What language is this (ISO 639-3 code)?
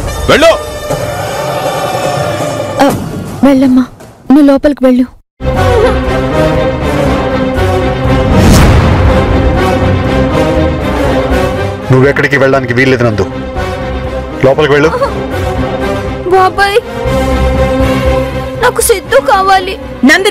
tel